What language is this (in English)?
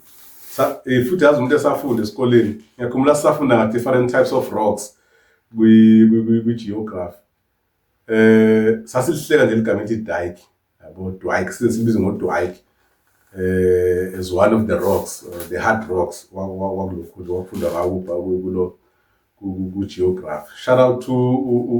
Zulu